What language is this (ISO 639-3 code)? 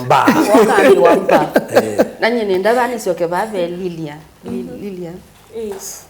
kam